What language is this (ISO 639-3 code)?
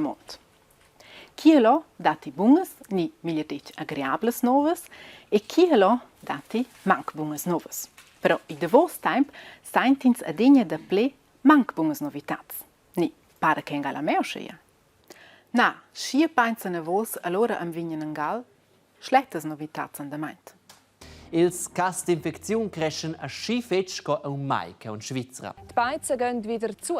roh